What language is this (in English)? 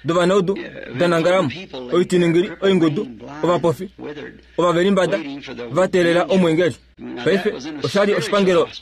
Kuanyama